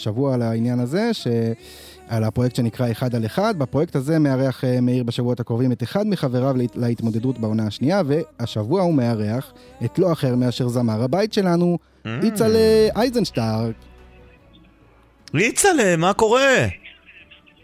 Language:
Hebrew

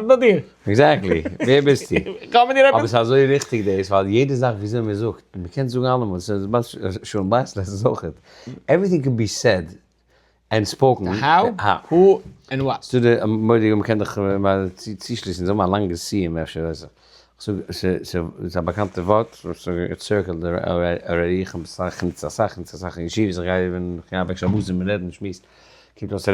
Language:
Yiddish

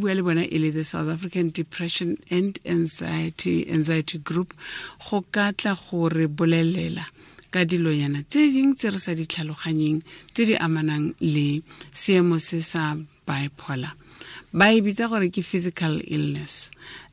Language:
Tswana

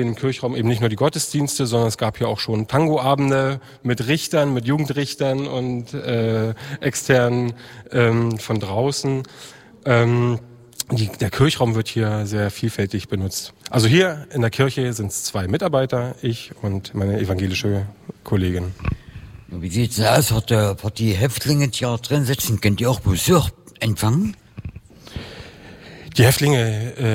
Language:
German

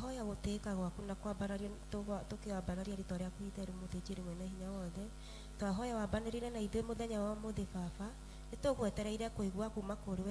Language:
Kikuyu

